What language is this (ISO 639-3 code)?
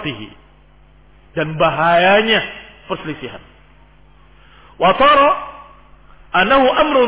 ind